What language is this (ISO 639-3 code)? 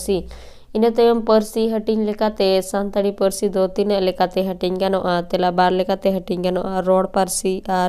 sat